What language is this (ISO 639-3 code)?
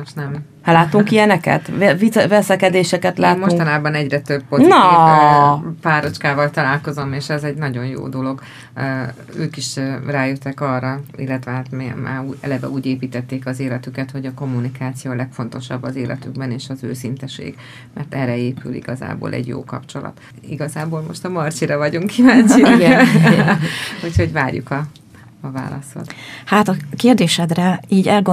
hun